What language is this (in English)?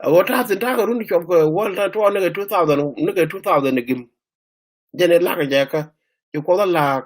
Nuer